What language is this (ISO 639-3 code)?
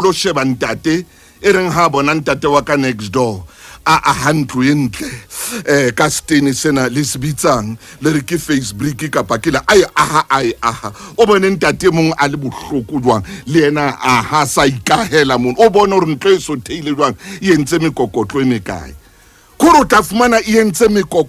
sot